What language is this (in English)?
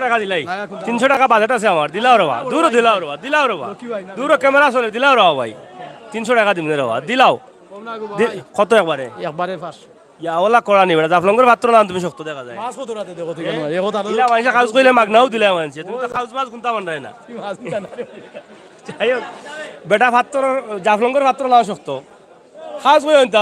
Sylheti